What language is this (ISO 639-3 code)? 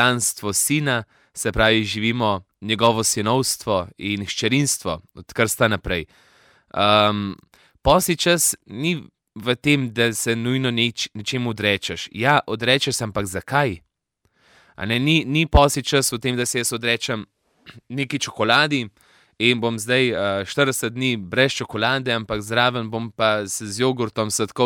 slv